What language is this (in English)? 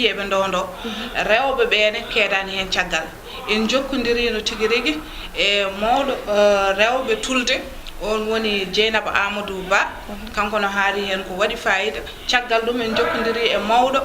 Fula